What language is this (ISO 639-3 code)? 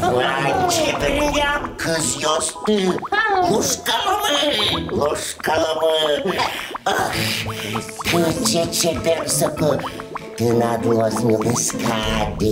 udm